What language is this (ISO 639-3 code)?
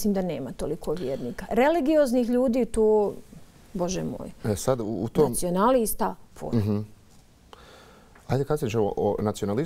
bos